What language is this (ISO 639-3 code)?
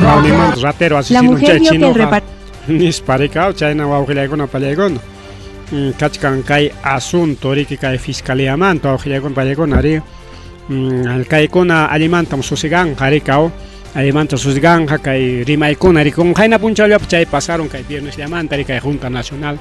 quy